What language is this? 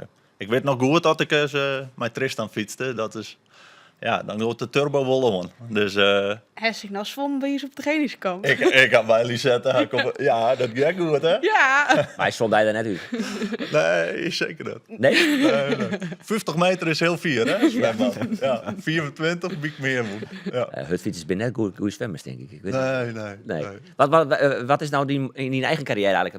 Western Frisian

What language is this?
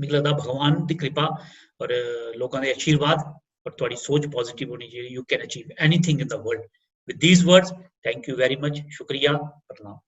Dogri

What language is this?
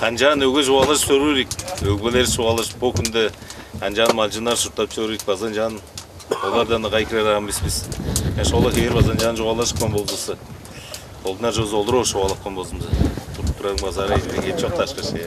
Tuvinian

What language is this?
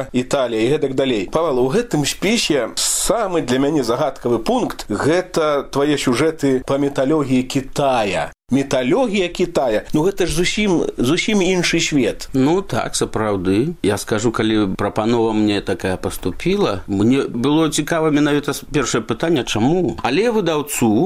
Belarusian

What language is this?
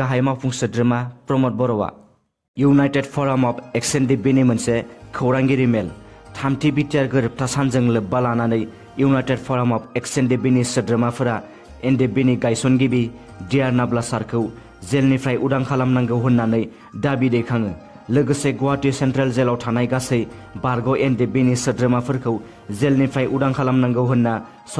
Bodo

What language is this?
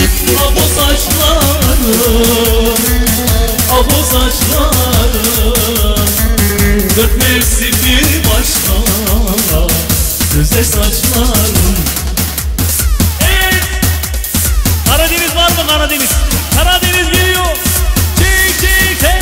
Turkish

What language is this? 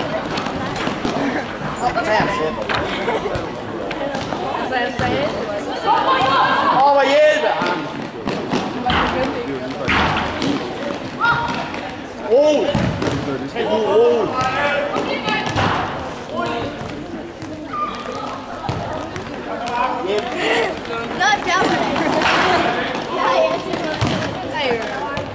Danish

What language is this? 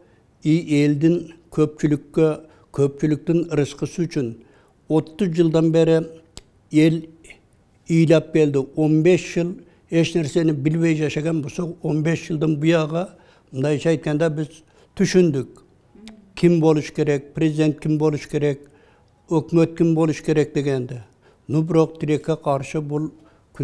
Kyrgyz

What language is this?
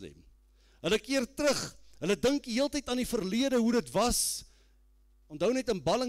Afrikaans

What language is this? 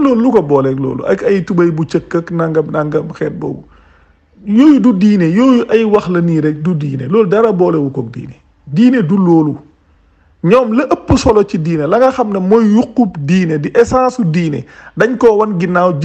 Wolof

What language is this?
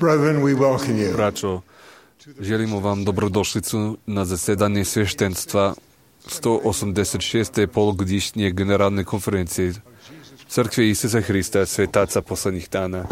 Serbian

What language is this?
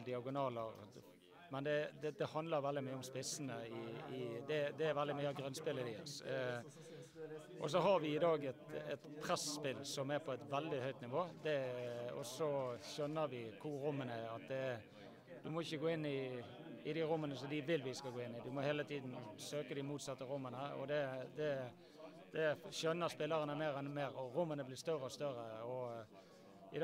Norwegian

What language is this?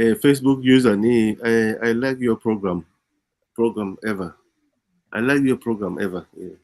Acoli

